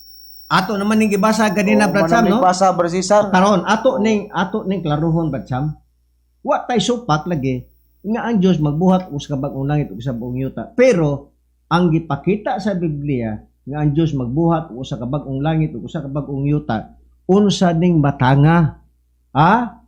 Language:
Cebuano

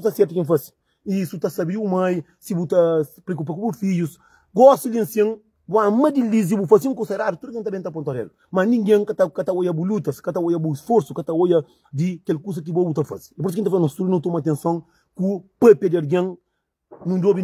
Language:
Kabuverdianu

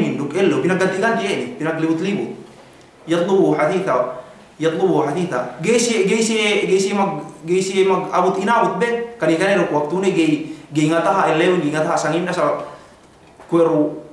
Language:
Yakan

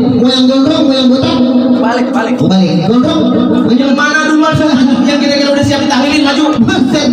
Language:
Betawi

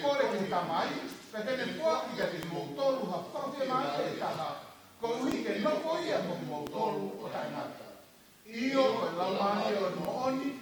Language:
Tongan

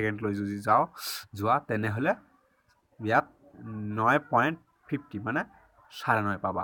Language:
Assamese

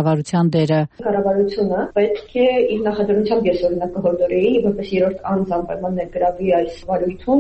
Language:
Armenian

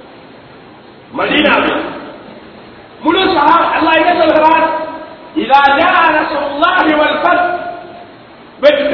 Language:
Tamil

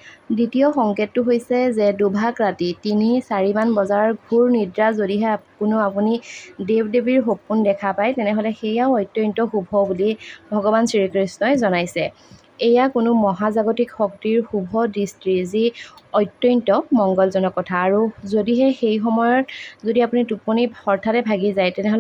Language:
Assamese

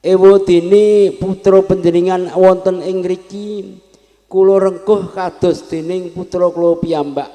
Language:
Javanese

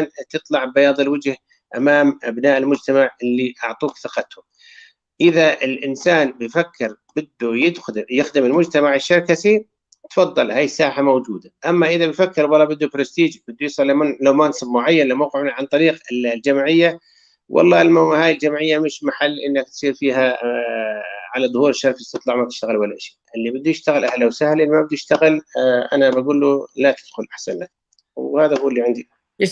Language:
North Levantine Arabic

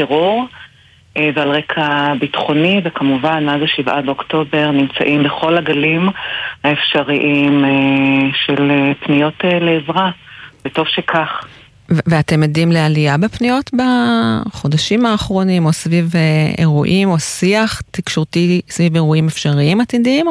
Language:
Hebrew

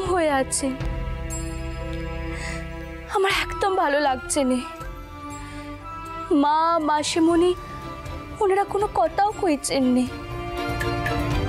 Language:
Bangla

